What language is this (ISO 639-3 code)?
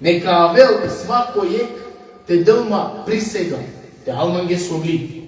rmn